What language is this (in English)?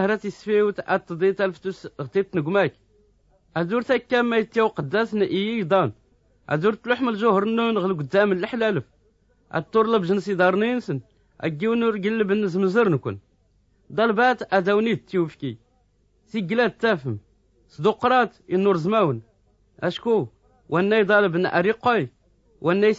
Tachelhit